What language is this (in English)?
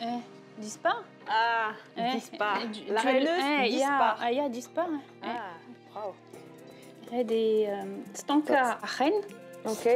Breton